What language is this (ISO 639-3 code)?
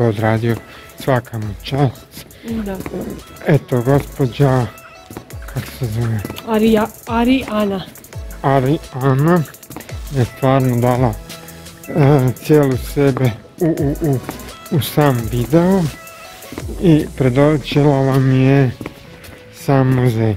hrv